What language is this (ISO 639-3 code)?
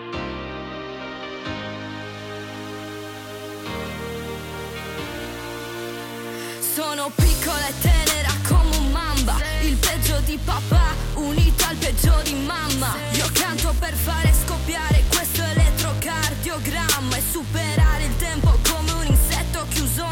ita